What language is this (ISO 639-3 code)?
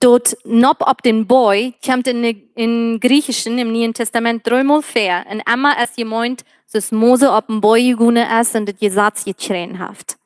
pdt